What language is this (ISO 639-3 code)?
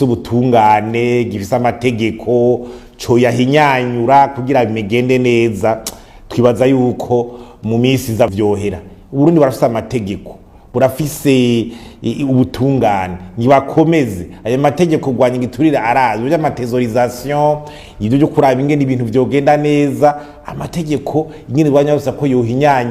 run